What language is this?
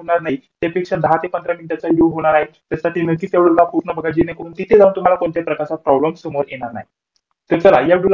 Marathi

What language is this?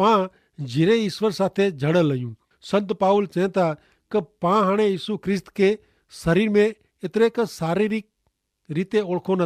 Kachhi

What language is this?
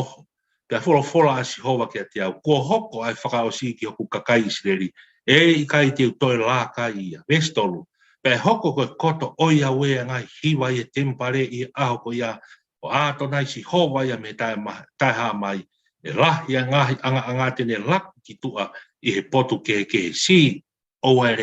Tongan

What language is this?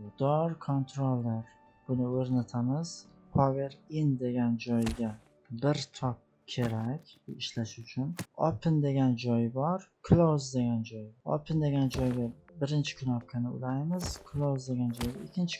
Uzbek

